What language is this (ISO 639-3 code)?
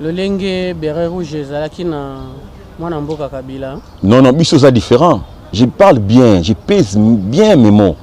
lin